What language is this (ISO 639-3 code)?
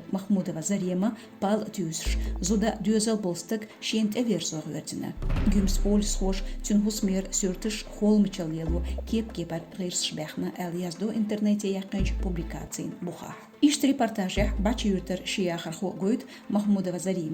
che